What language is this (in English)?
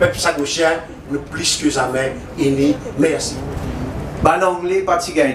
Morisyen